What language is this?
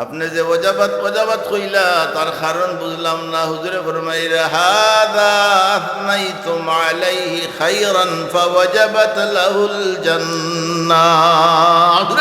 Sylheti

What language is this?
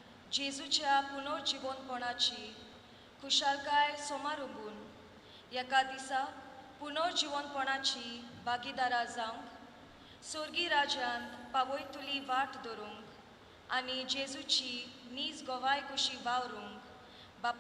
Konkani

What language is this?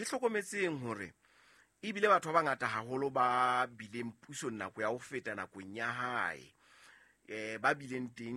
Southern Sotho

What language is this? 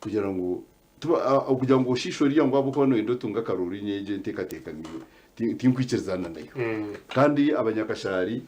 Nyankole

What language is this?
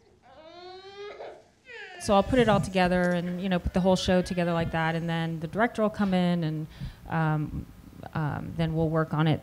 English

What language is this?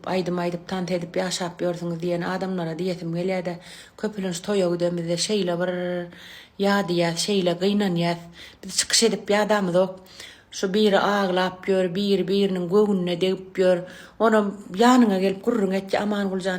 Turkmen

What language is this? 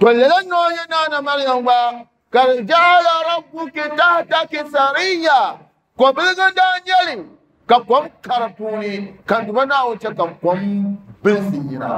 Dagbani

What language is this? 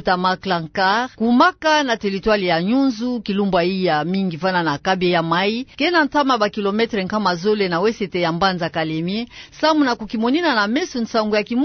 Kituba (Democratic Republic of Congo)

